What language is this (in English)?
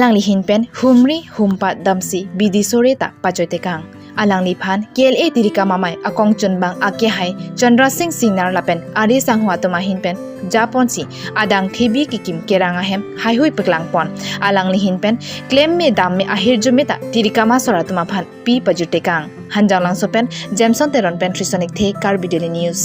Karbi